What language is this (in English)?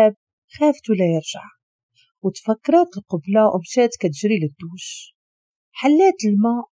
Moroccan Arabic